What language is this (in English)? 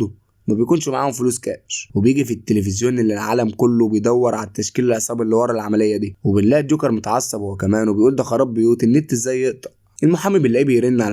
Egyptian Arabic